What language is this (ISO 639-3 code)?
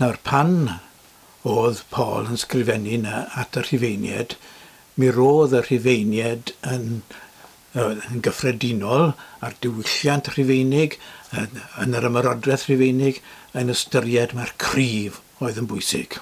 cym